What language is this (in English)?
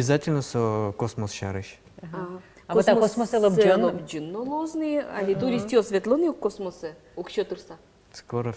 Udmurt